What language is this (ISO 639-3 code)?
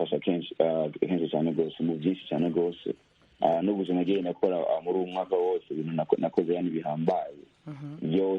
run